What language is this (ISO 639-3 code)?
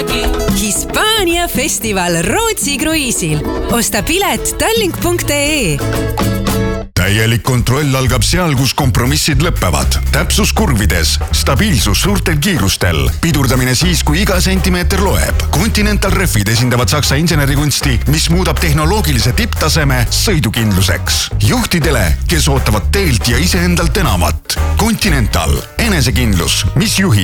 est